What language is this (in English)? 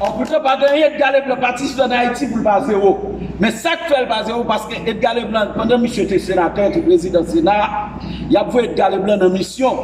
Haitian Creole